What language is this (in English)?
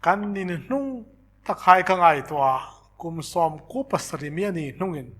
Hmar